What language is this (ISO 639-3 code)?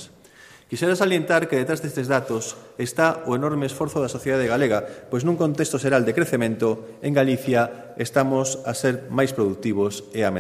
glg